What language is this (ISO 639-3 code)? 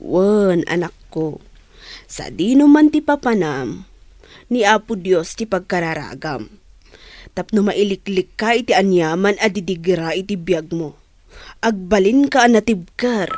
ilo